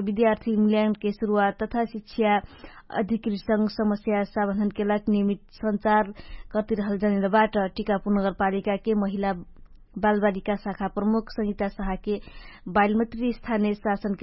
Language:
Dangaura Tharu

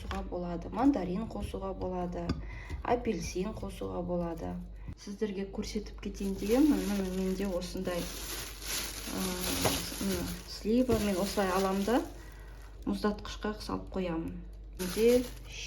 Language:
Kazakh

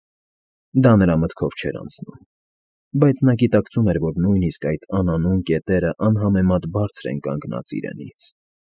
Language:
Armenian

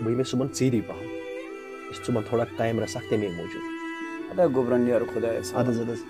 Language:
Kashmiri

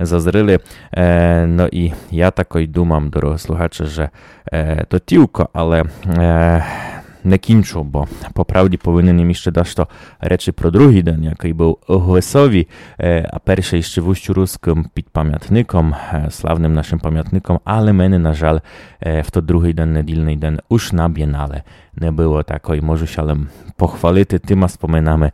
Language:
Rusyn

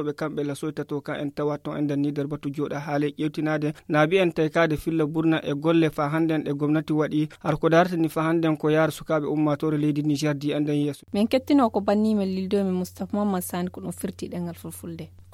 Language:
Fula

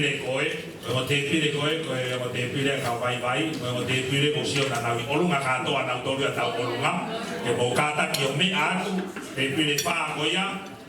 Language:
Tongan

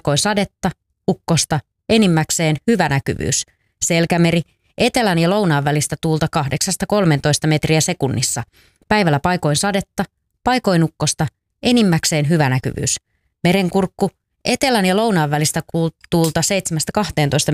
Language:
Finnish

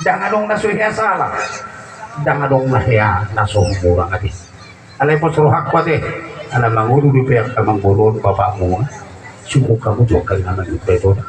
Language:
Batak Toba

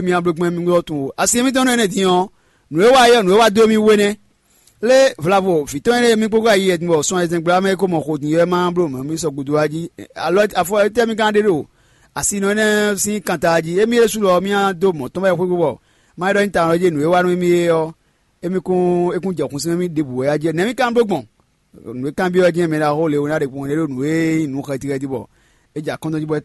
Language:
Fon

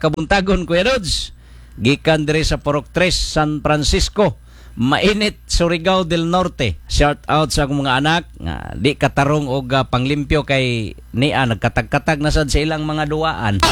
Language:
Cebuano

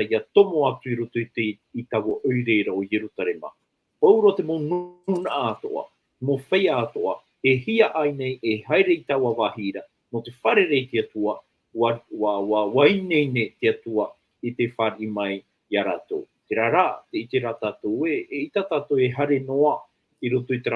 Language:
Tahitian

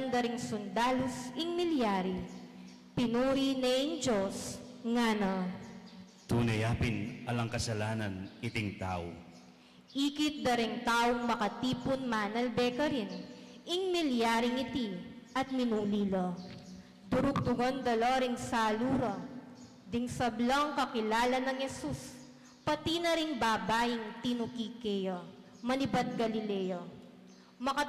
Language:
Pampanga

